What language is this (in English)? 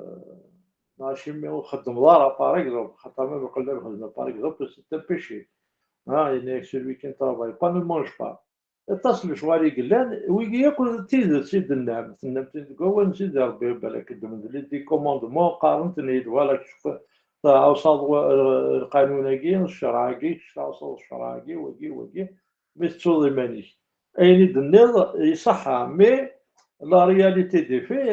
Kabyle